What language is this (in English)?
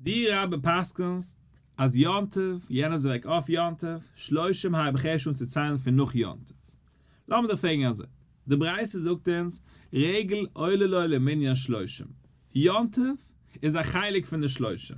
Yiddish